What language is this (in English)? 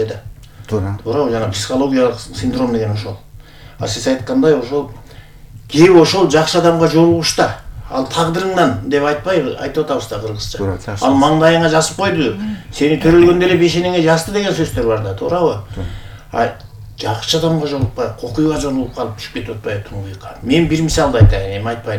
Kyrgyz